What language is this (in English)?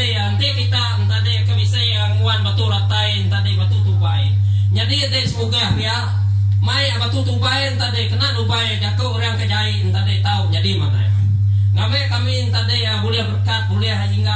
Iban